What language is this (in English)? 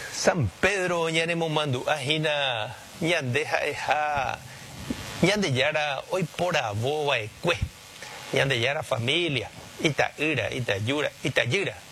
Guarani